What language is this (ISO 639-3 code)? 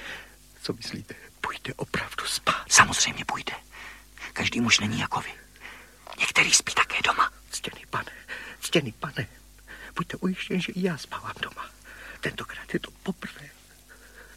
ces